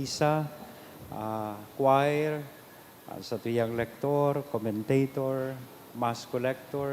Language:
Bikol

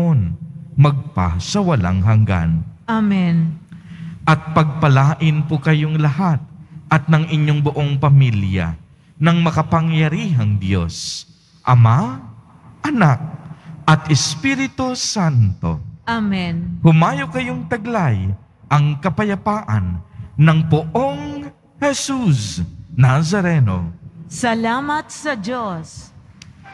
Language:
Filipino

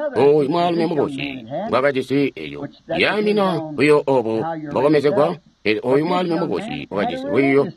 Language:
Tonga (Zambia)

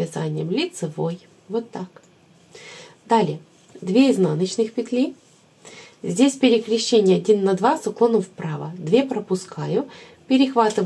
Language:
Russian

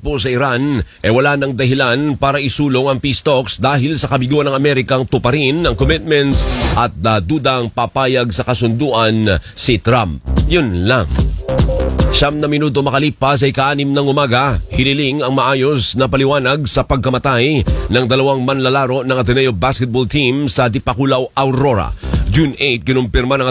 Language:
Filipino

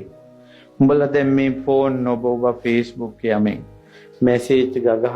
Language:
Sinhala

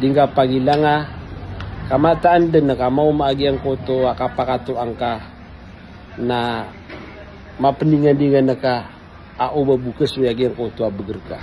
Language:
Maranao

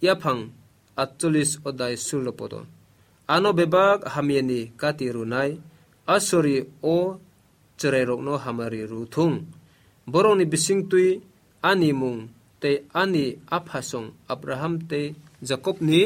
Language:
Kok Borok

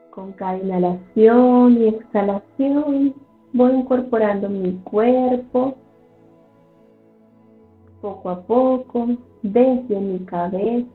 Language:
Spanish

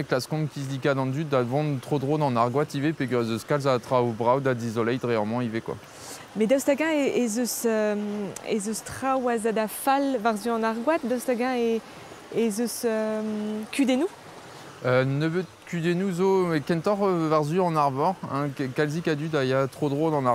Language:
Breton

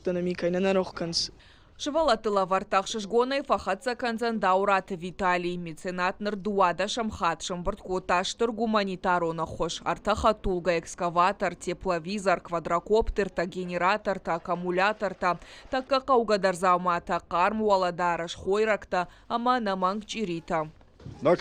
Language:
Ossetic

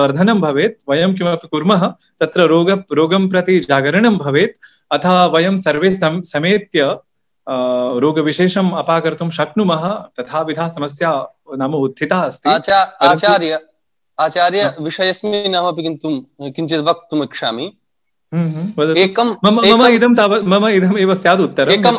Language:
Sanskrit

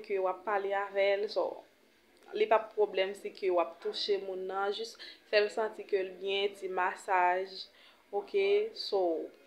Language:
Haitian Creole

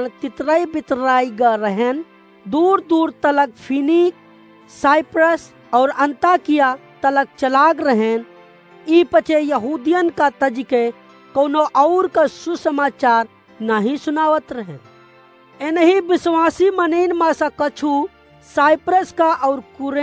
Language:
Awadhi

